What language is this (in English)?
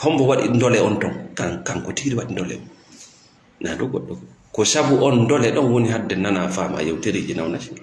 Fula